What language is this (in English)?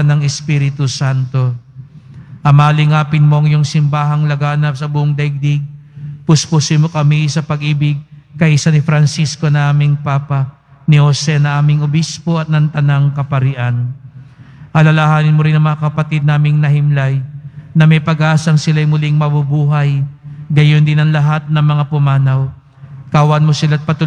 Filipino